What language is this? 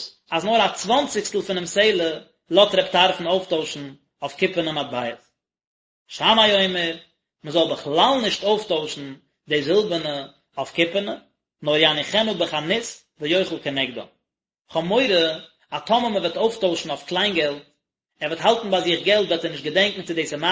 Yiddish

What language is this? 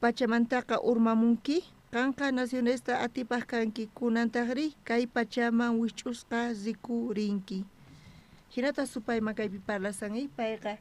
South Bolivian Quechua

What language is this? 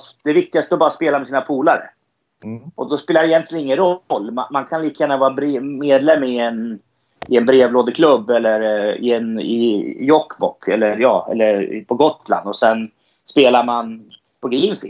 Swedish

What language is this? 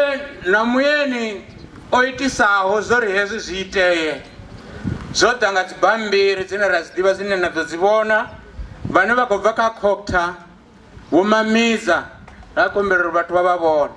Venda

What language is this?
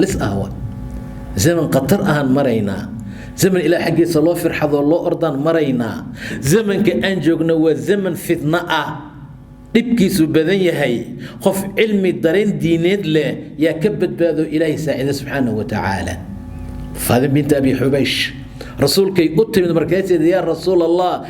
Somali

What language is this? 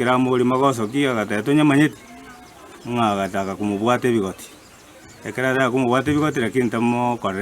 Gusii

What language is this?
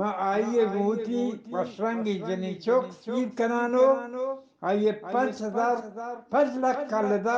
Eastern Balochi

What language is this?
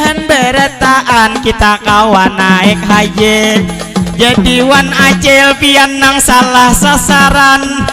Banjar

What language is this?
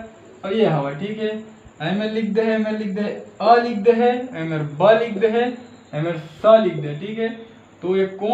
Chhattisgarhi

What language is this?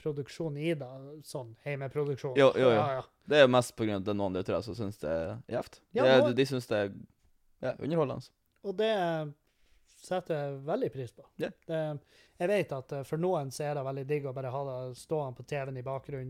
Norwegian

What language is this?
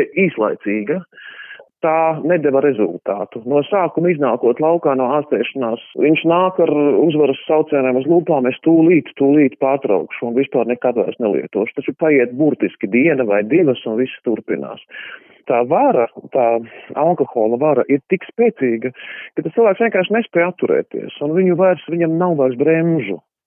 Latvian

